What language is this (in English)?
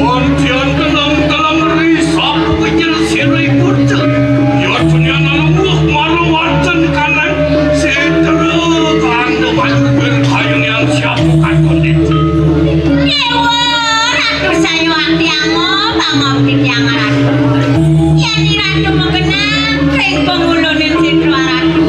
Balinese